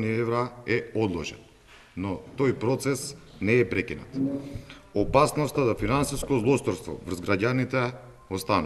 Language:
Macedonian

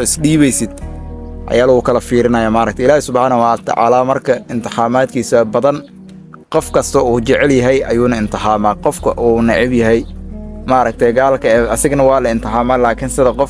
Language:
Somali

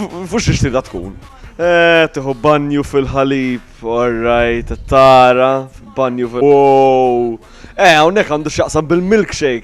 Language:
Maltese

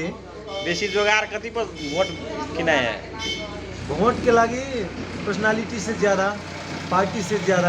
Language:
Magahi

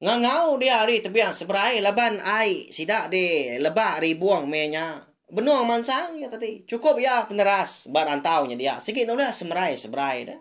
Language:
Iban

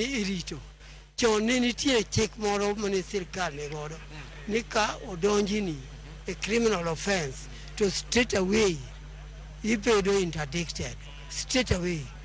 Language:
Luo (Kenya and Tanzania)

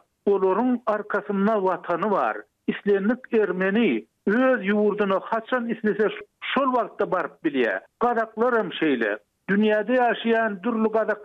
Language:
Turkmen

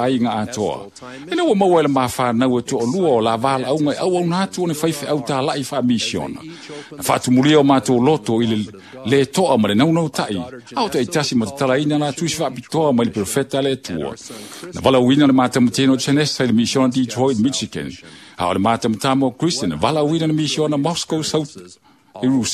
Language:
Samoan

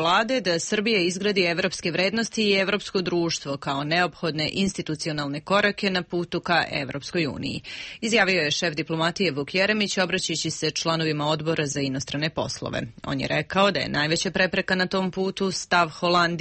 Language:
Serbian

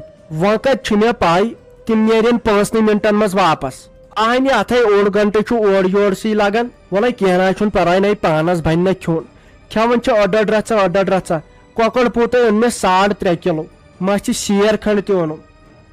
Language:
Kashmiri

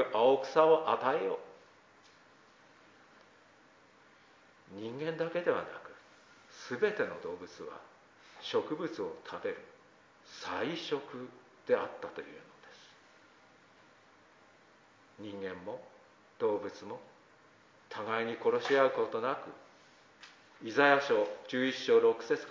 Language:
Japanese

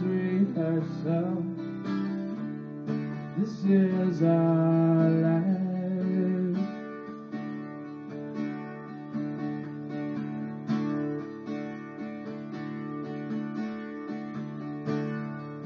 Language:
English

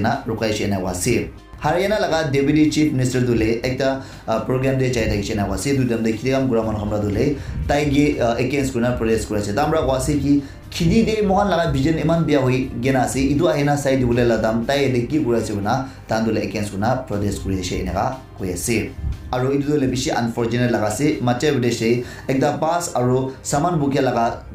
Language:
Naga Pidgin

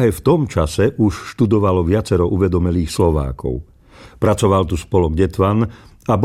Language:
Slovak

